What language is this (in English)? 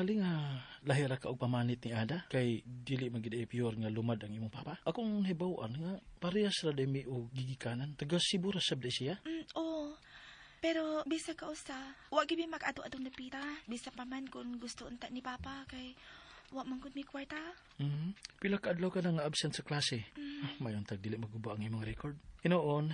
Cebuano